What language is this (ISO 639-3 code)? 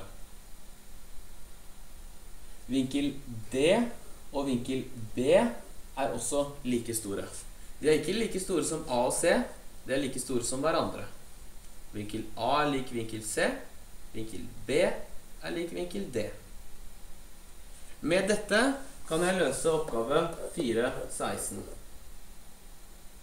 nor